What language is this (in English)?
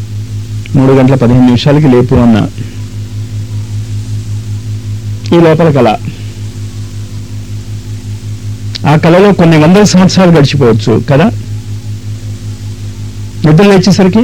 Telugu